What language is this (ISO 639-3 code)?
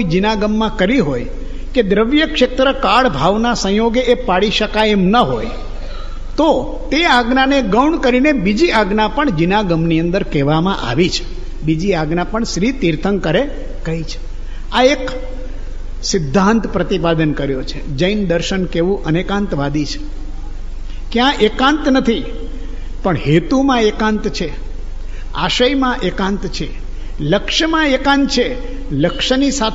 guj